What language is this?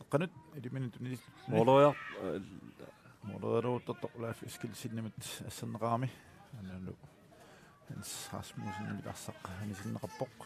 Kalaallisut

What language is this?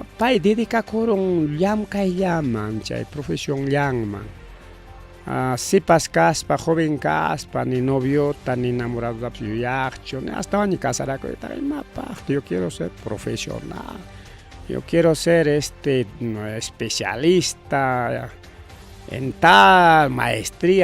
Ayacucho Quechua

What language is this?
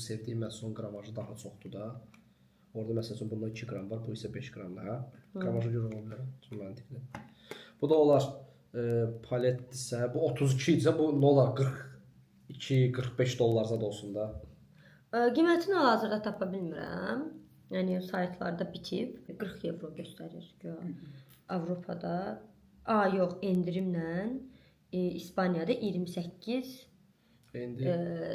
Azerbaijani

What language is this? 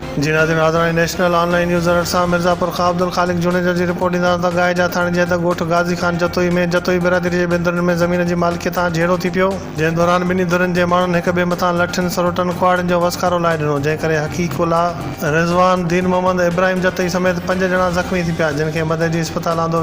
Sindhi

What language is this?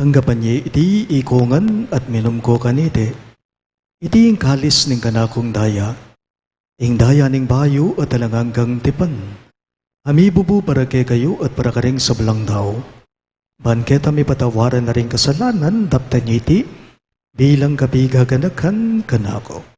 Pampanga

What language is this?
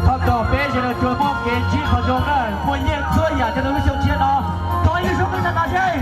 Hmong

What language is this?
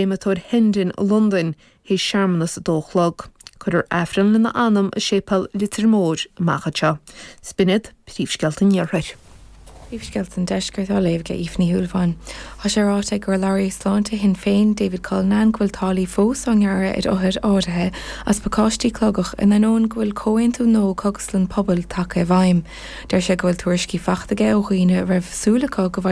Irish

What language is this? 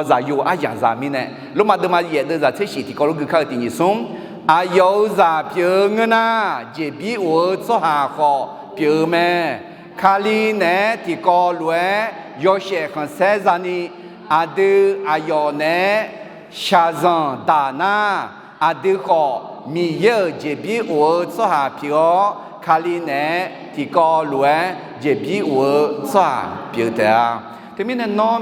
Akha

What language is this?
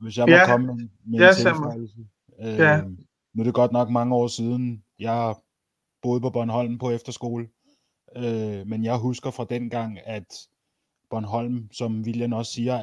Danish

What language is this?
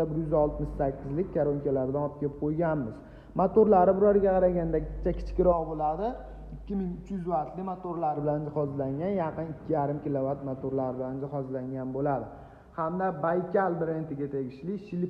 Uzbek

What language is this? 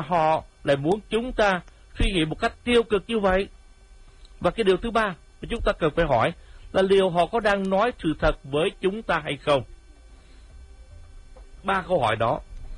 Vietnamese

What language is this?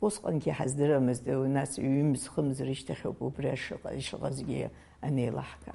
Abkhazian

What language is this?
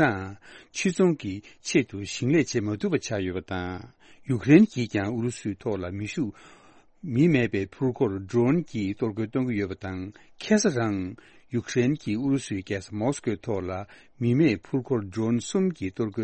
Tibetan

